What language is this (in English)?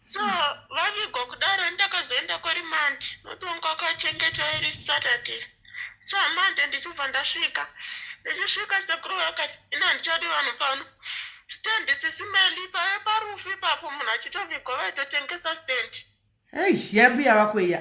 Shona